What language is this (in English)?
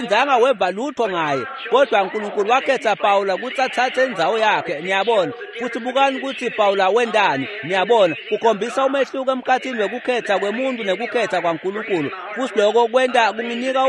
Swati